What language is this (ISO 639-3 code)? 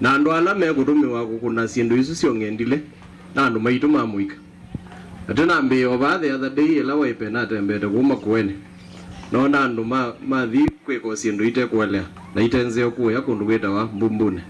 kam